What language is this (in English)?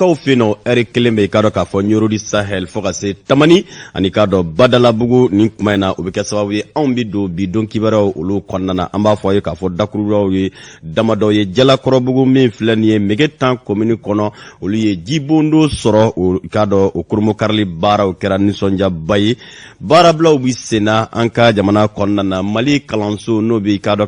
Bambara